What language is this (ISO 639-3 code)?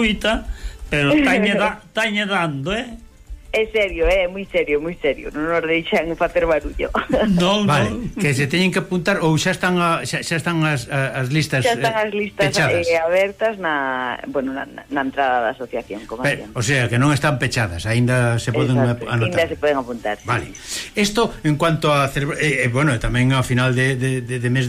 glg